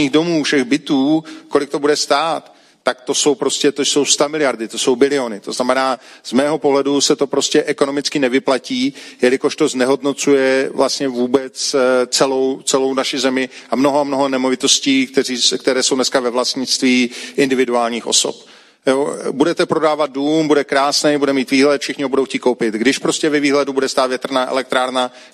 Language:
Czech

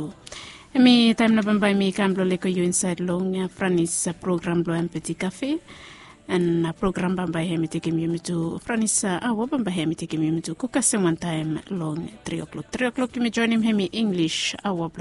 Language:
Bislama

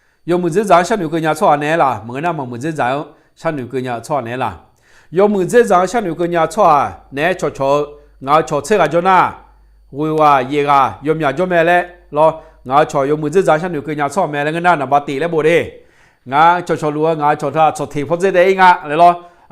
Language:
Akha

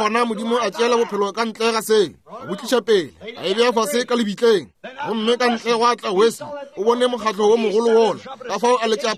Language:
Northern Sotho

